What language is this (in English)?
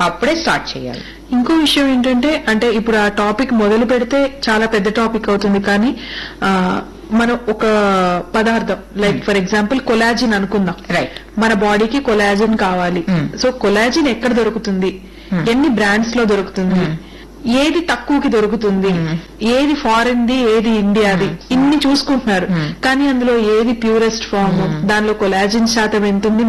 Telugu